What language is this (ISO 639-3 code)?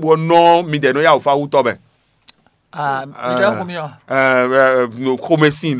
fon